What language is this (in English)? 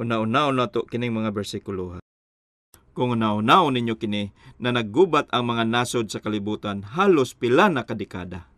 Cebuano